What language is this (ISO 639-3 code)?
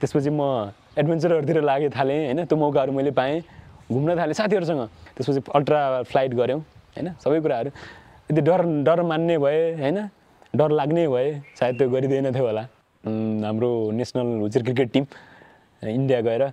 nep